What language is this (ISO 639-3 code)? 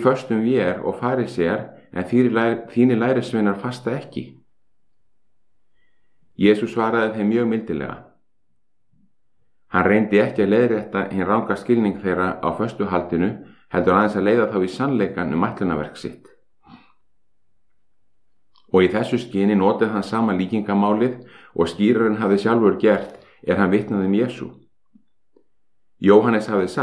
isl